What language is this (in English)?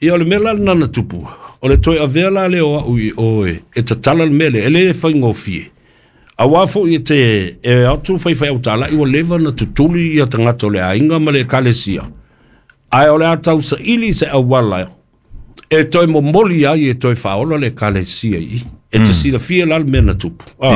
Samoan